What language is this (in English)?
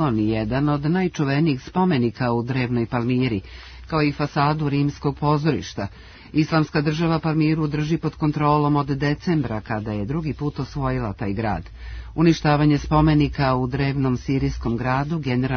Serbian